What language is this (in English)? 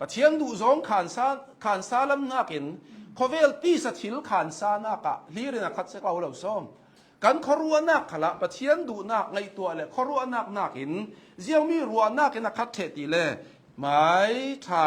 Hakha Chin